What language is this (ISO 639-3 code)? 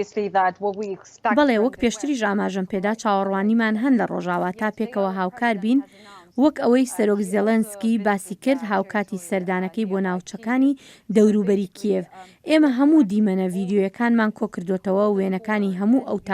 ckb